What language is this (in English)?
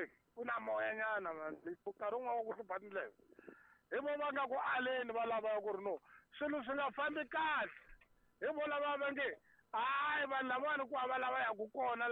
Tsonga